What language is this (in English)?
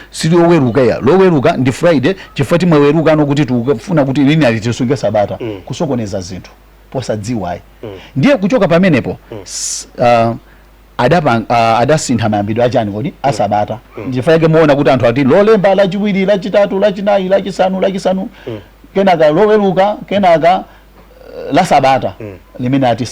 Nyanja